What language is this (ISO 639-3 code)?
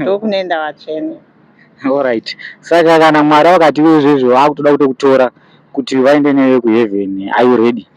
sna